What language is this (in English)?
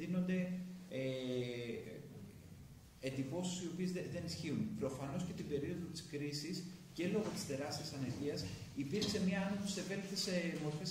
Greek